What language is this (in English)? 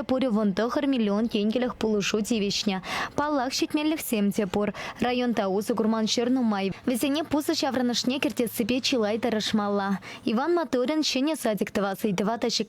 Chuvash